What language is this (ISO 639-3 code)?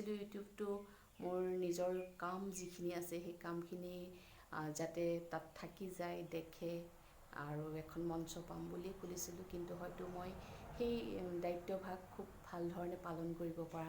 asm